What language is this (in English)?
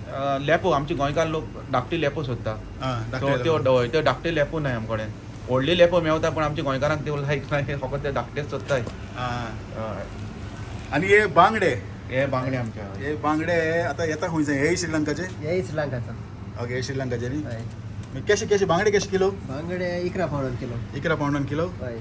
Konkani